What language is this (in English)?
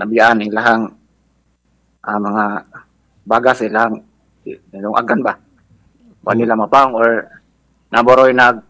Cebuano